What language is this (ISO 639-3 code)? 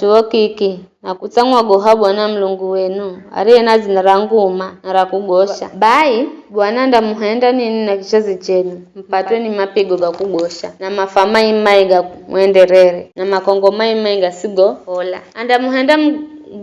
nyf